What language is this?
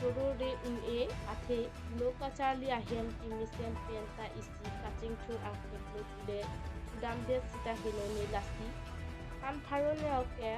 Karbi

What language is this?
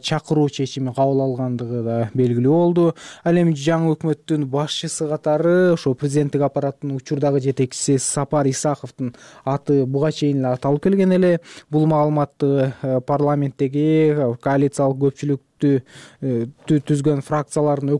Kyrgyz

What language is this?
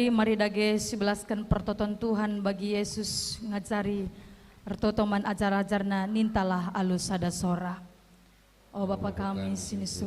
Batak Karo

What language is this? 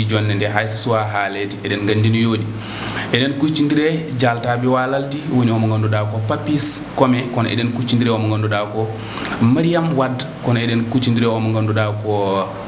Fula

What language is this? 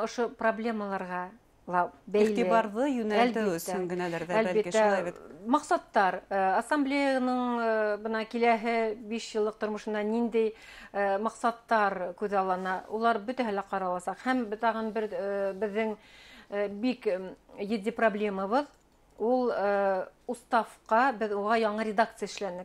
Bashkir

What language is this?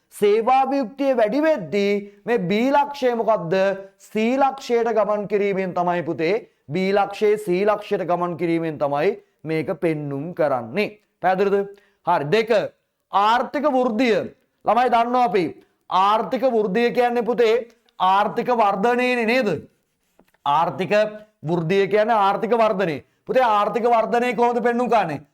Sinhala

